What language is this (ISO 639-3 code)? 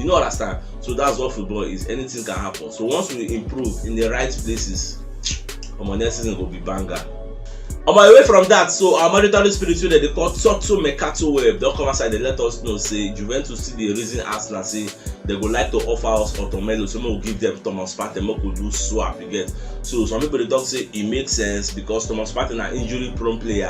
pcm